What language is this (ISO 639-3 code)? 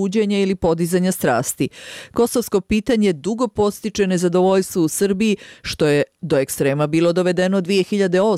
bos